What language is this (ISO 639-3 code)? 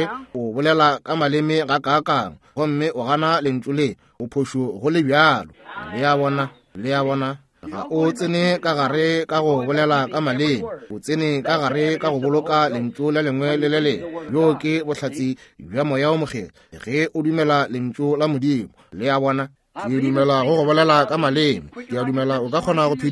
nso